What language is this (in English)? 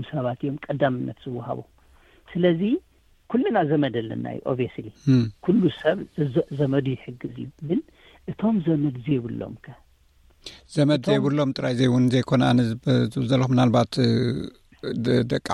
Tigrinya